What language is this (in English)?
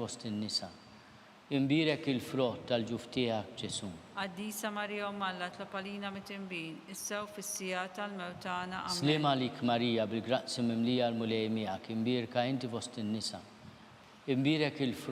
Maltese